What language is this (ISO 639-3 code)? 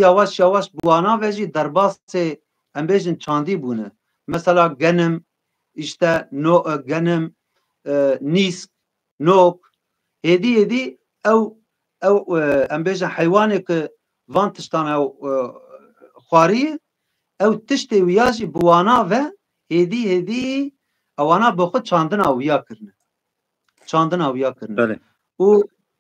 kur